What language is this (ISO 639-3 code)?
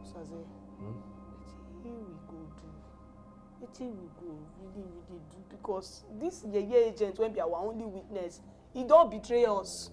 pcm